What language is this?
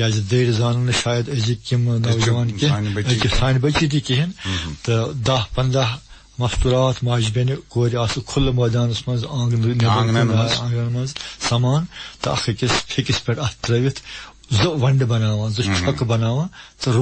Kashmiri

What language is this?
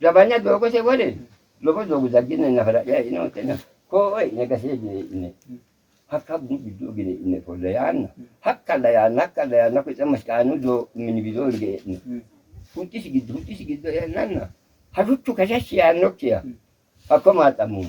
Sidamo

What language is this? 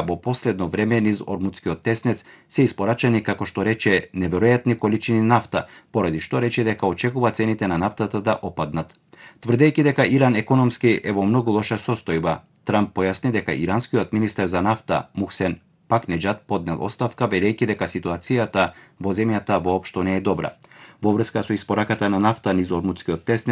Macedonian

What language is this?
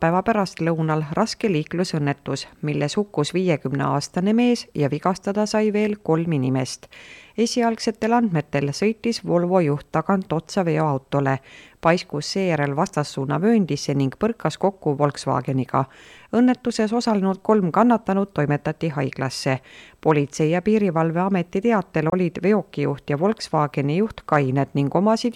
Estonian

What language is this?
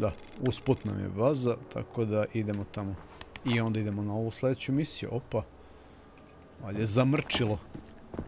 Serbian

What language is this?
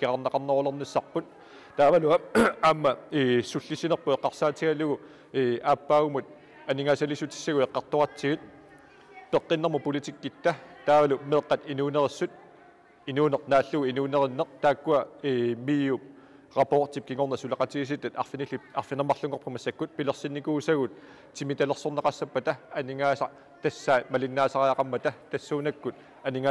Kalaallisut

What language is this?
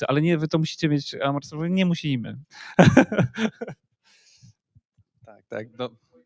Polish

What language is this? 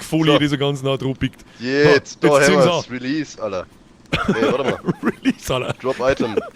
Bavarian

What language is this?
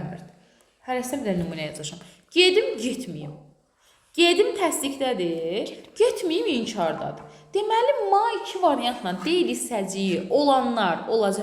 Azerbaijani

